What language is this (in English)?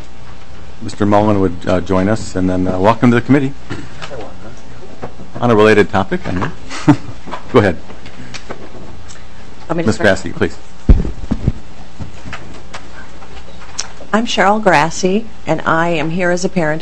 English